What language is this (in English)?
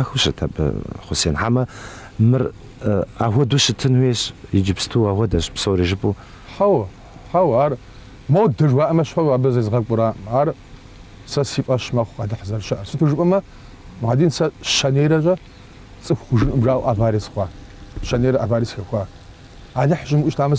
Kabardian